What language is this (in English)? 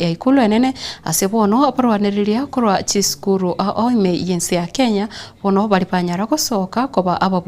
Gusii